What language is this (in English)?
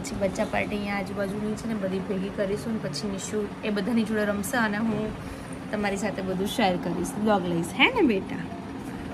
Gujarati